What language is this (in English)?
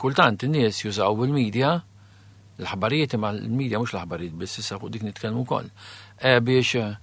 Maltese